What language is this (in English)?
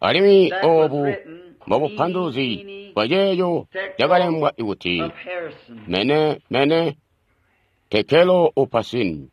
Tonga (Zambia)